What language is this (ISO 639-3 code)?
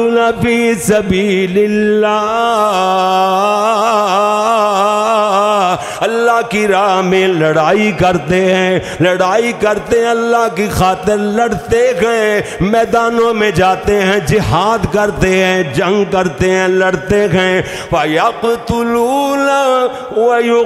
urd